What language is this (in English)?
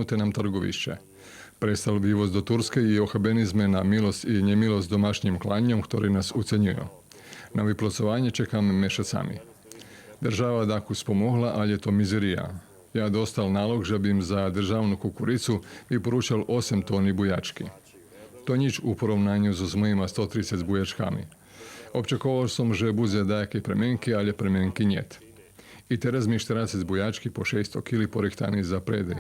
Rusyn